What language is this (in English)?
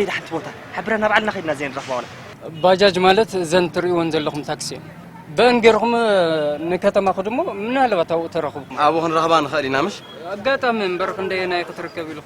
Tigrinya